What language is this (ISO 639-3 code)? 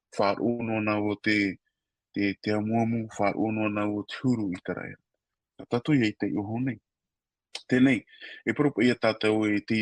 tah